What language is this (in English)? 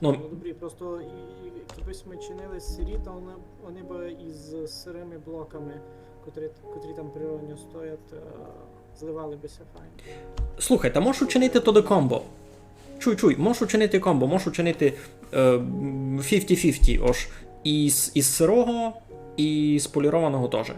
Rusyn